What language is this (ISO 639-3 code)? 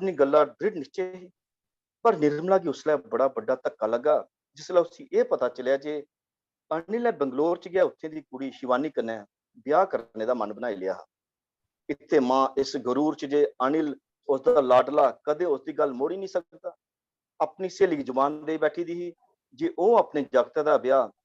doi